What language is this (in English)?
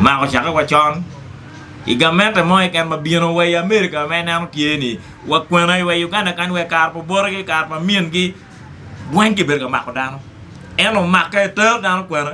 Acoli